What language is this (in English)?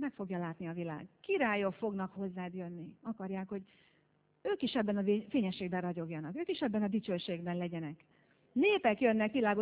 Hungarian